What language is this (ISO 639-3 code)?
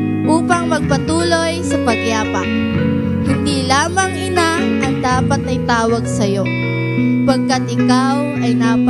fil